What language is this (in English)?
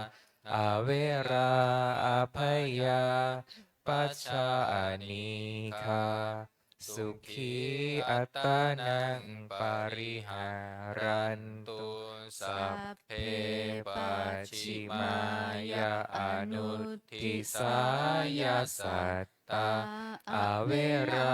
Pali